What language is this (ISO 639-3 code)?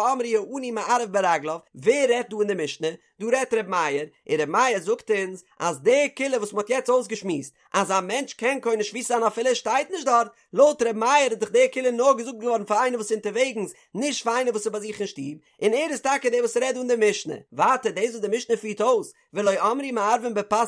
yid